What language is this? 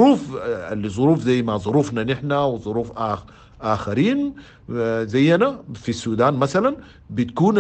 Sudanese Arabic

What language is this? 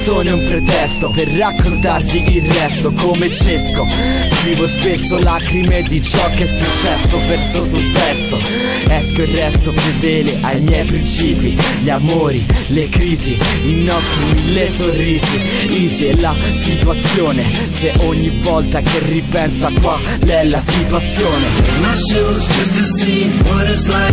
Italian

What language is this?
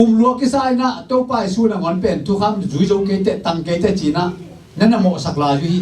Tedim Chin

